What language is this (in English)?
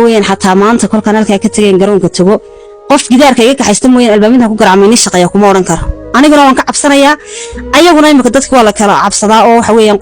Somali